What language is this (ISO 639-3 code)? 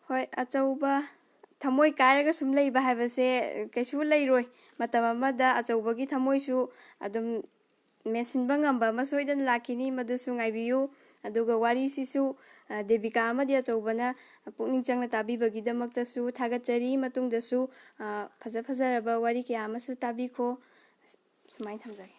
mni